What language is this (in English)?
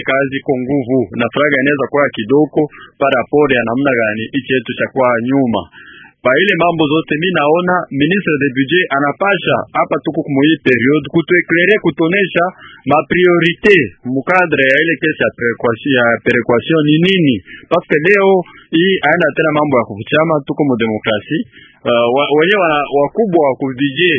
Swahili